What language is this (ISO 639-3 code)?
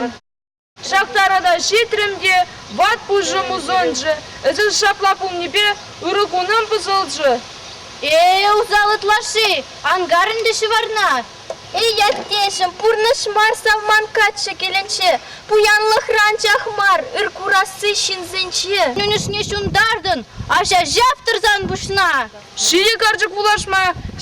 chv